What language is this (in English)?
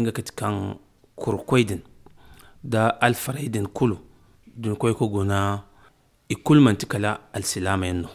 Zarma